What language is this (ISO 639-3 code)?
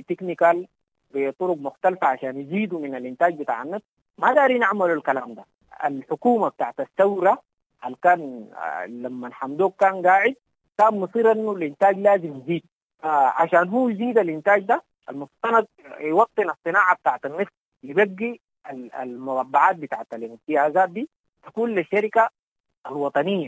apd